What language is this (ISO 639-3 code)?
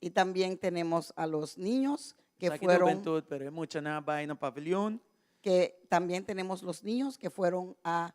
pap